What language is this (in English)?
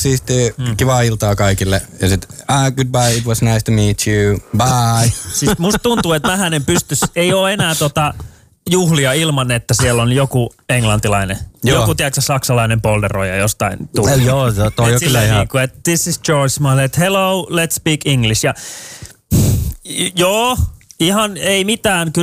Finnish